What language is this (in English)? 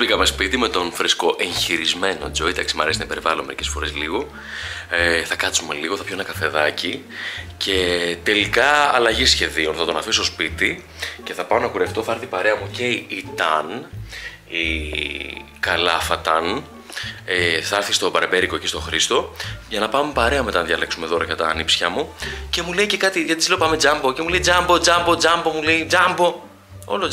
Greek